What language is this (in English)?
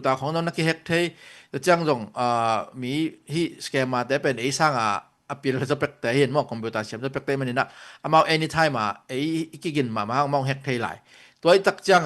Tedim Chin